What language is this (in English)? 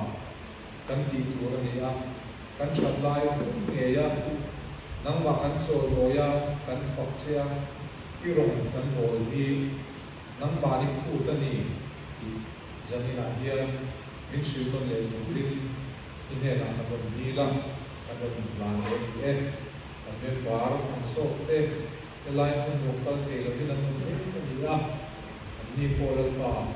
Mizo